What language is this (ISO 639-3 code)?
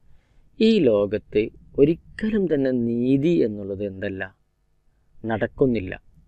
mal